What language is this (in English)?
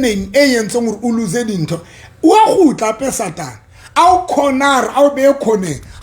Southern Sotho